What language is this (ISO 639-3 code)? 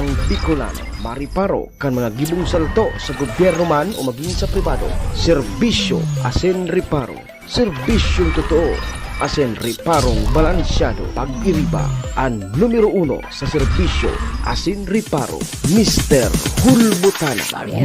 bik